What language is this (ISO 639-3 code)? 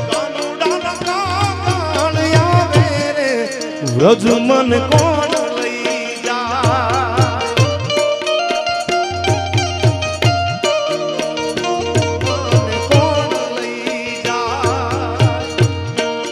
guj